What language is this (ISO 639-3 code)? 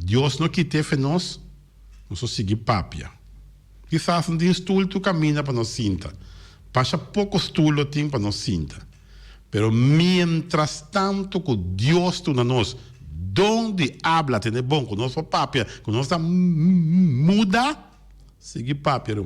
pap